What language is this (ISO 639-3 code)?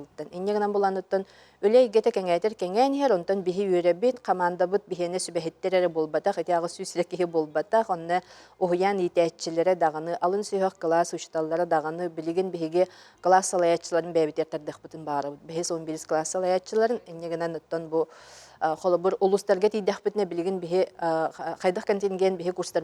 sah